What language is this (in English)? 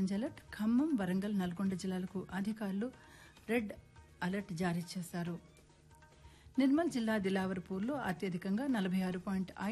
Telugu